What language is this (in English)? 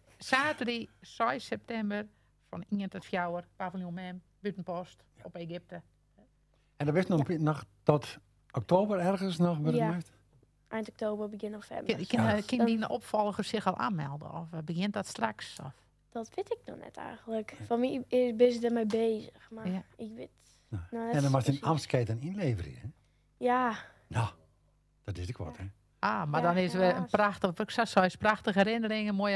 Western Frisian